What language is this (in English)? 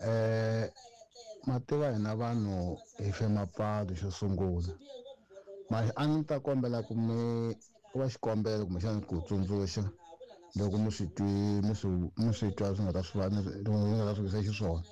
Tsonga